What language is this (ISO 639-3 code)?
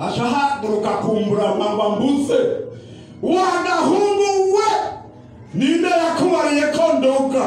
run